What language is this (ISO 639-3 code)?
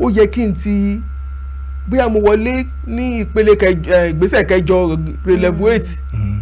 yor